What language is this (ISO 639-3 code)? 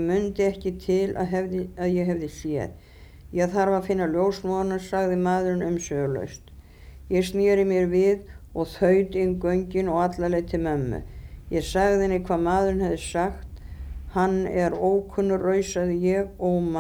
isl